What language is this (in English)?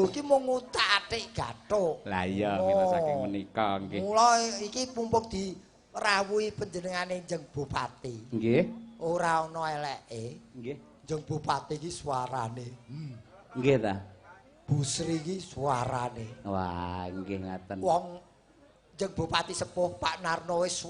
Javanese